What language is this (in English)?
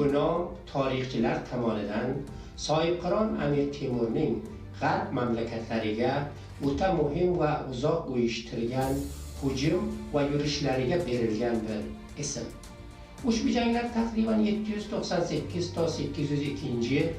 Uzbek